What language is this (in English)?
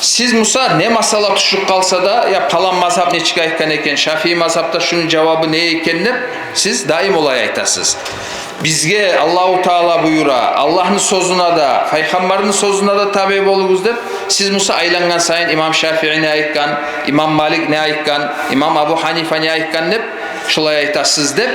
Kumyk